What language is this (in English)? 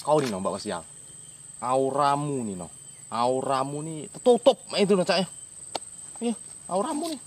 Musi